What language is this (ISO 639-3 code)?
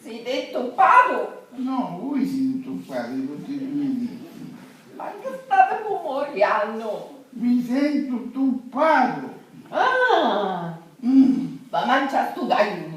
scn